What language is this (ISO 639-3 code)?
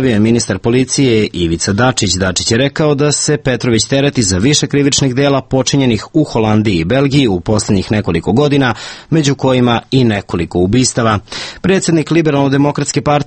srp